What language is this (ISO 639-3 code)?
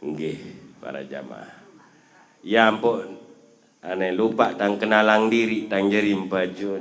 sas